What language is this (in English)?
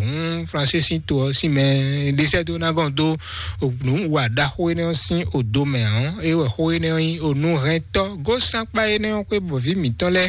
Fon